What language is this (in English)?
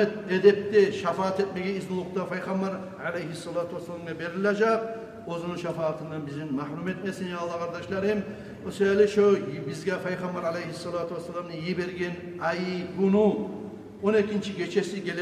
Kumyk